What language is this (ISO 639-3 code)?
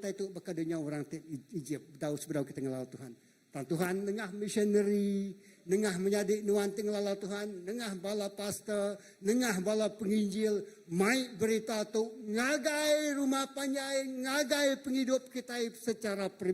iba